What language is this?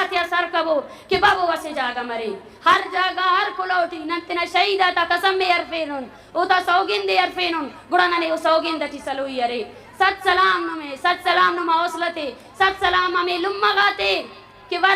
Eastern Balochi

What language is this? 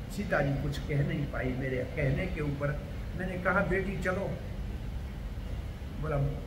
Hindi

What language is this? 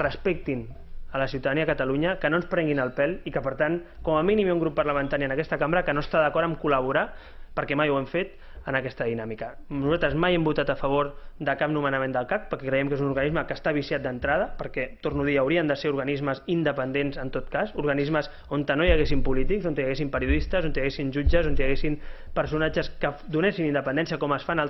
Catalan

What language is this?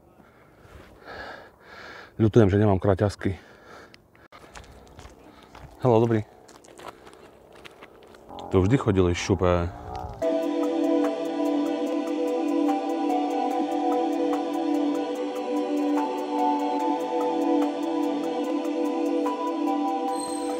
Slovak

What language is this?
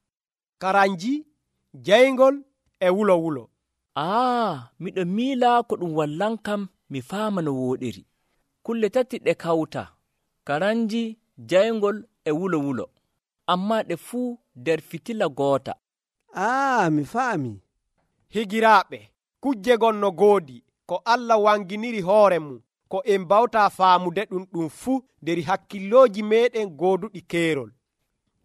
Nigerian Fulfulde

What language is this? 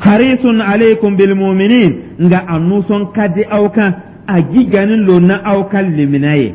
Dyula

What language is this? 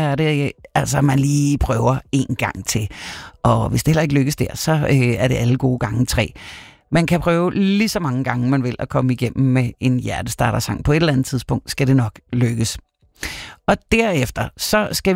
Danish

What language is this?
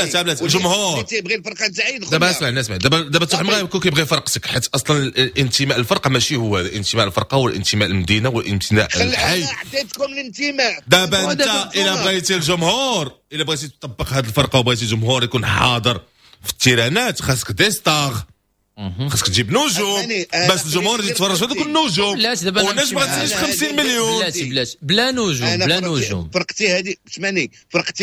Moroccan Arabic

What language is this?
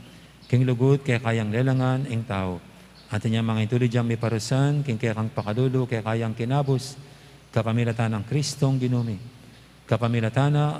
Pampanga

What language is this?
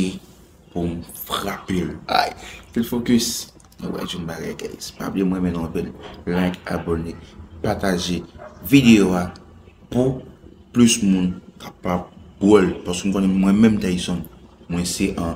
Haitian Creole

